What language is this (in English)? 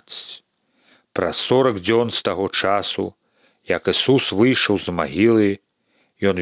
Belarusian